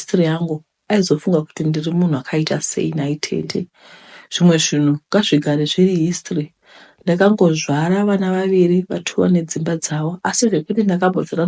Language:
Shona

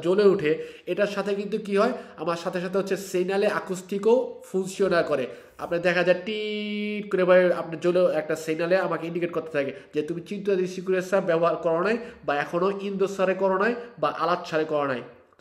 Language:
Bangla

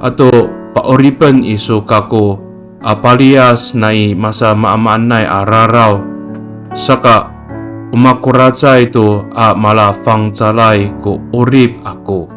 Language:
Amis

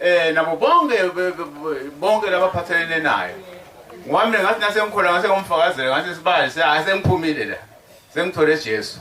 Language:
Zulu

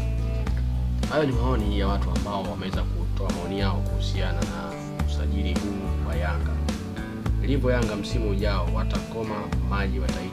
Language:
Swahili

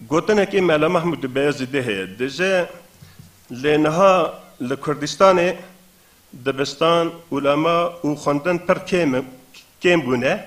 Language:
Kurdish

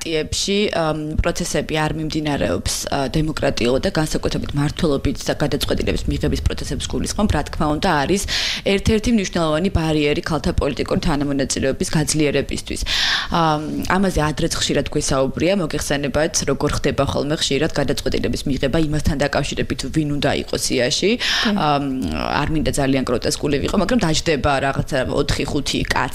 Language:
Georgian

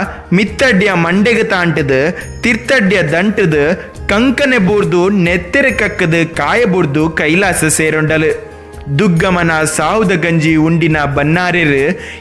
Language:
Tulu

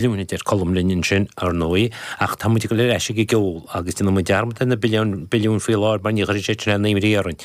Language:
Irish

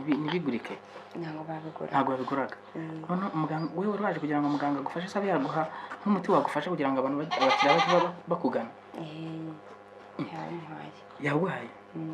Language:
Kinyarwanda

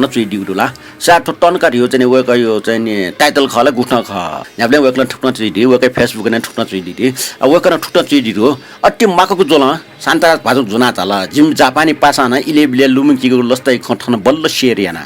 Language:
Newari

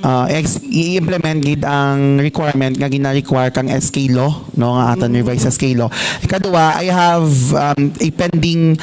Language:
Hiligaynon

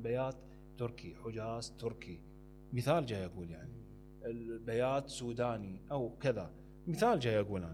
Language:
Mesopotamian Arabic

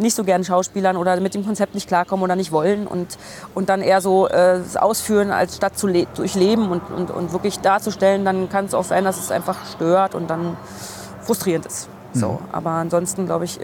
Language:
German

